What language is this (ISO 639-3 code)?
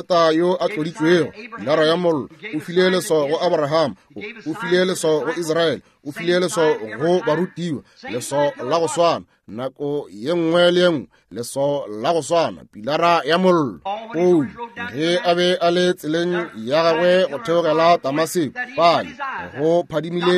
nso